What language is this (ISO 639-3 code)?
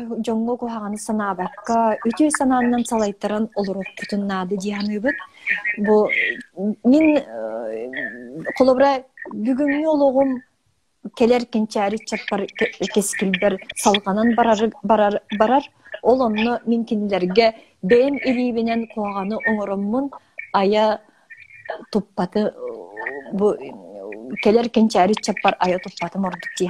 sah